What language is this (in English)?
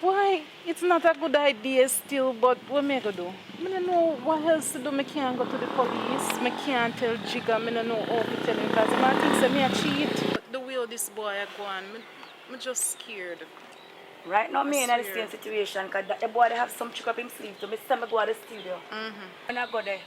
Jamaican Creole English